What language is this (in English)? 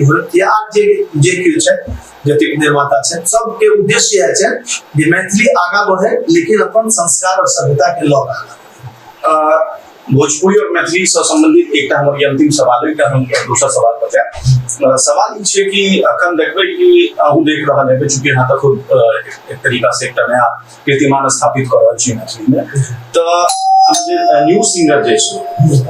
Maithili